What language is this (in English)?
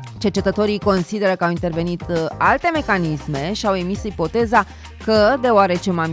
Romanian